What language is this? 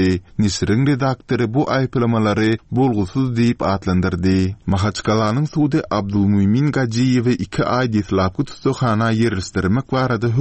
Turkmen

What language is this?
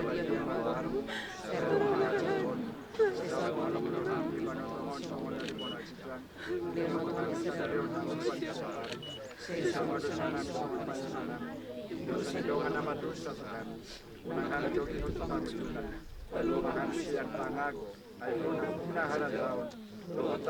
Batak Toba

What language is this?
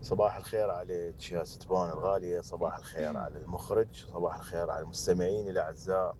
Mesopotamian Arabic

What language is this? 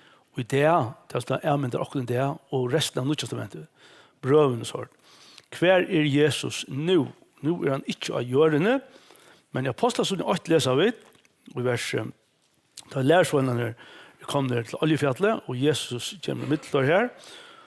Faroese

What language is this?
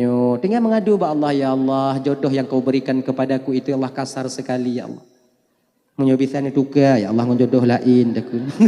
Achinese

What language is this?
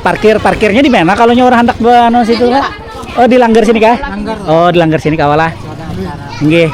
Banjar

